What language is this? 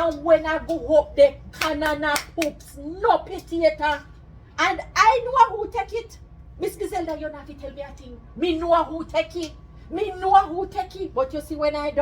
Jamaican Creole English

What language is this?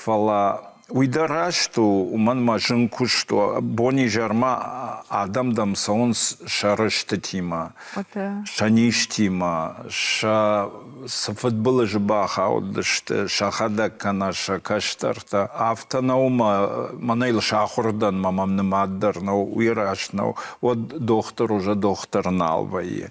Ossetic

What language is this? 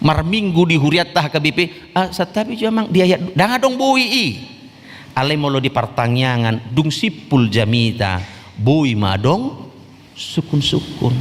Batak Toba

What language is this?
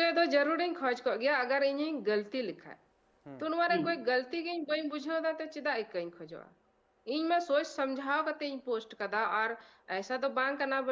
Santali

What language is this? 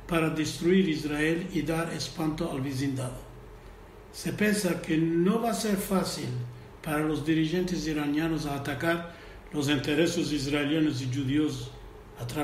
Ladino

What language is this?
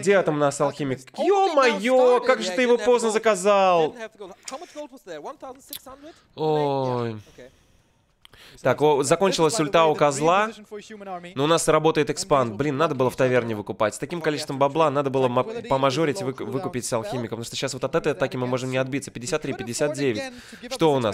Russian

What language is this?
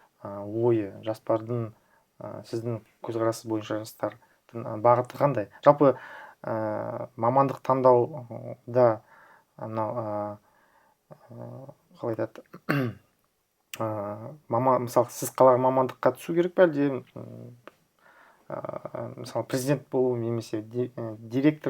Kazakh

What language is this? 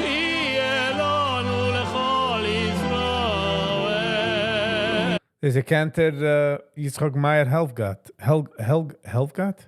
Yiddish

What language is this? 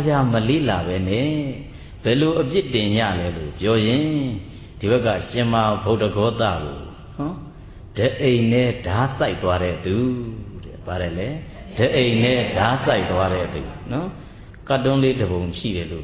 Burmese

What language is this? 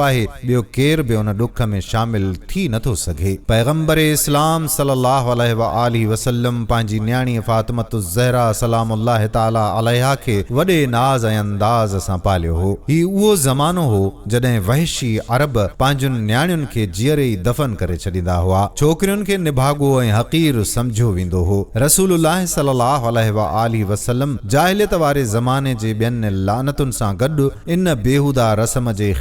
Sindhi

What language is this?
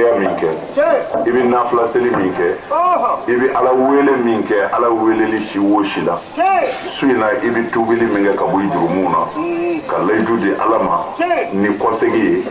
Bambara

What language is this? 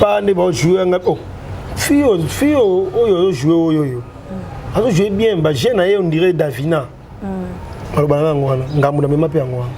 Lingala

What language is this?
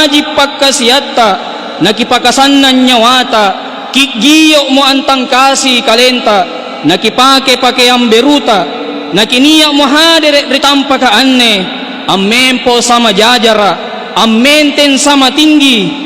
Makasar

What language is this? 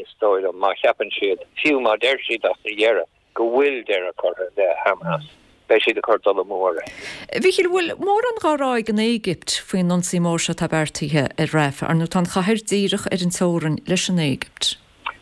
Irish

